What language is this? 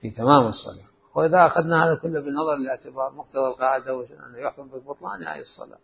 Mesopotamian Arabic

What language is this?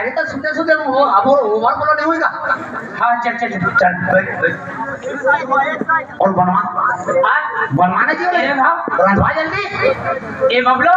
Chhattisgarhi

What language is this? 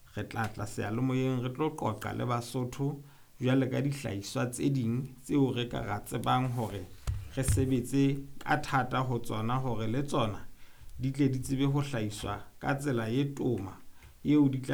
Southern Sotho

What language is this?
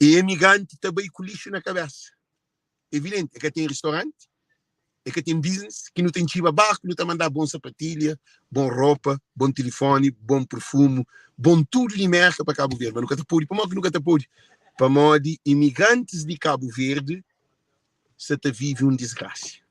Kabuverdianu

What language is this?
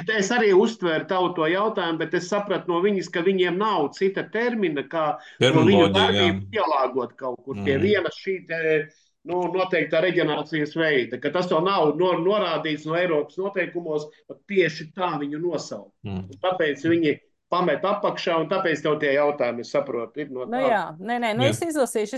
Latvian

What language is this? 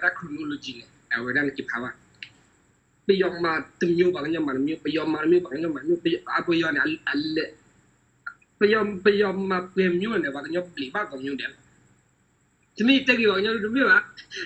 S'gaw Karen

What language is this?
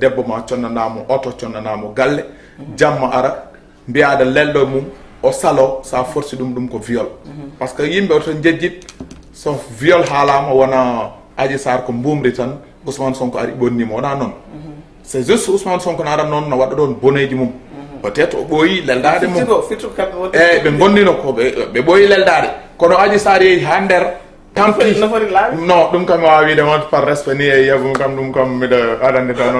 Fula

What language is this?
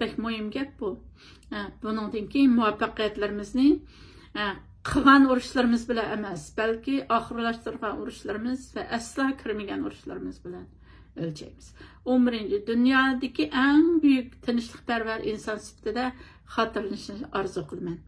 Uyghur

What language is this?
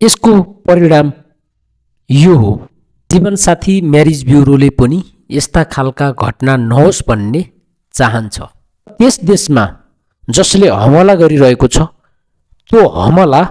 Nepali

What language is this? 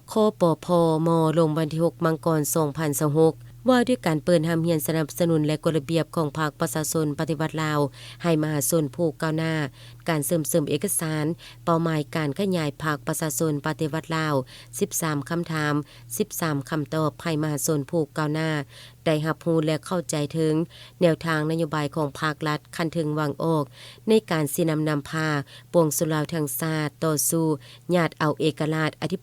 Lao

